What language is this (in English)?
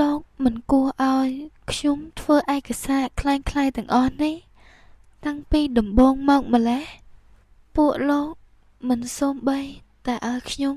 Khmer